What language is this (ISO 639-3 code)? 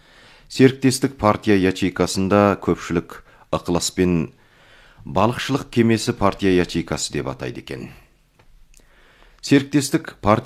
kaz